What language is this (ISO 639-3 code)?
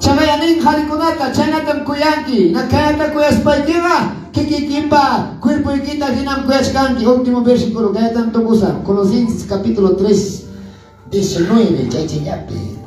que